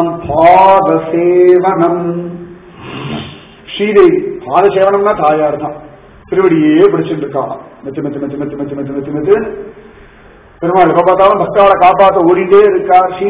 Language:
Tamil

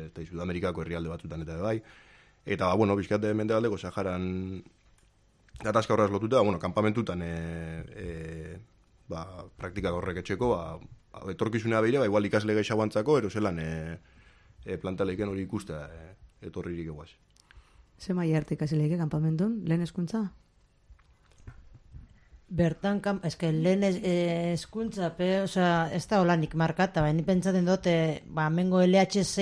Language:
Basque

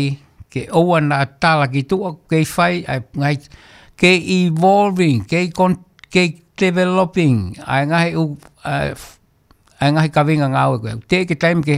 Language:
Tongan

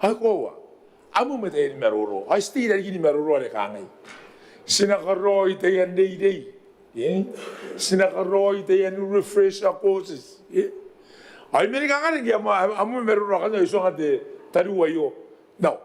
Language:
Gilbertese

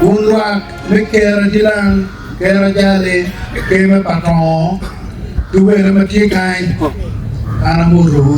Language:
Acoli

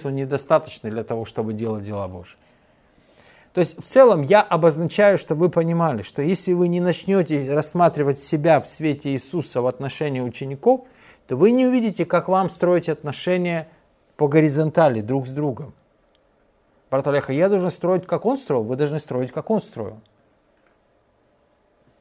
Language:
Russian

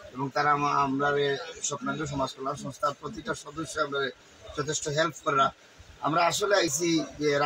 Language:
Sylheti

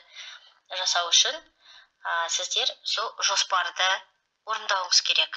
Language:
Kazakh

